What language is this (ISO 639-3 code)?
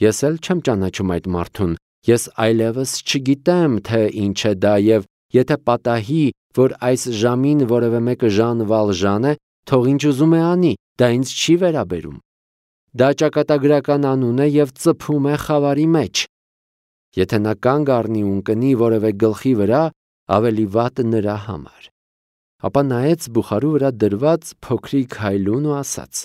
hye